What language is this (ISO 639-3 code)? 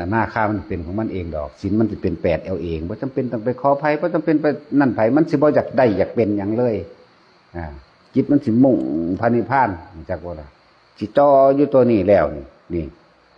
tts